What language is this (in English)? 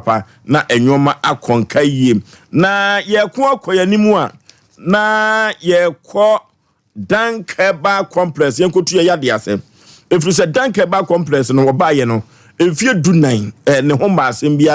Akan